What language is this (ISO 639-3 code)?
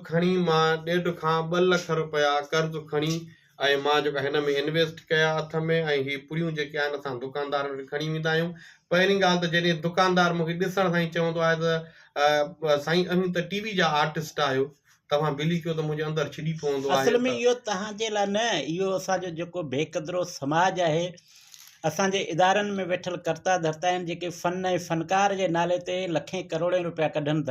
snd